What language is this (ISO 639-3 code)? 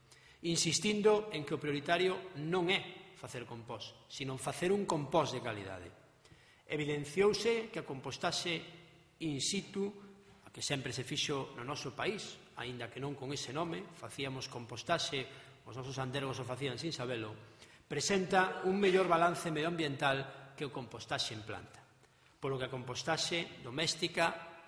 glg